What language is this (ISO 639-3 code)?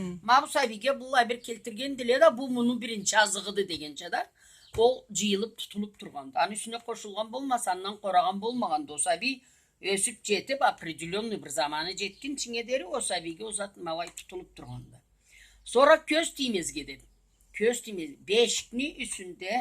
krc